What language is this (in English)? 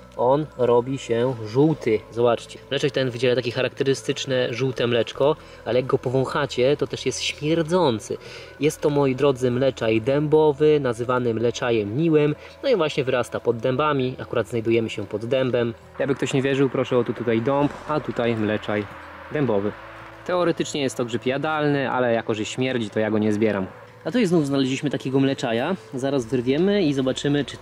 Polish